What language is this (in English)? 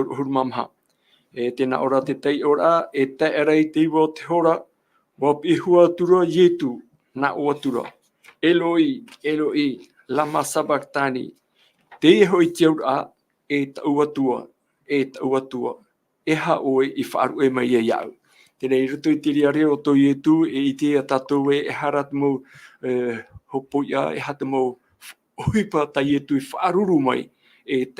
Tahitian